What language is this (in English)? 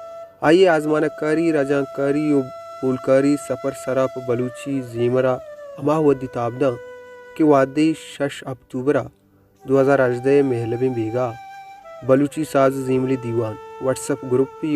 Baluchi